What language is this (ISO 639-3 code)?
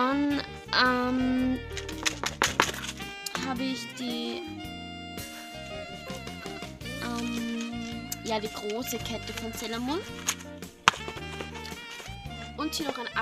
deu